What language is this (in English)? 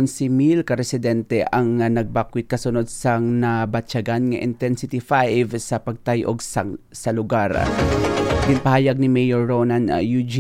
Hiligaynon